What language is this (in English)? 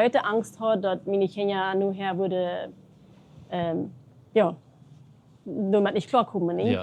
Plautdietsch